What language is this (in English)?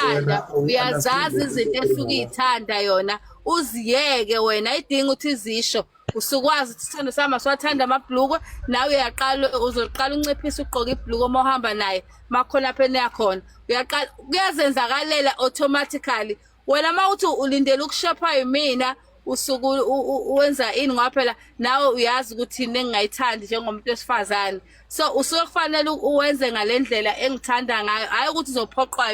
Zulu